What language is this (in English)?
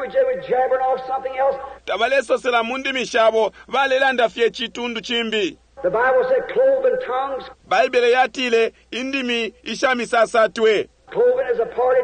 Bemba